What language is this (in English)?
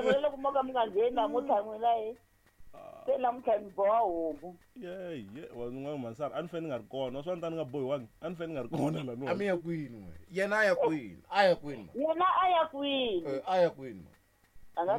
Tsonga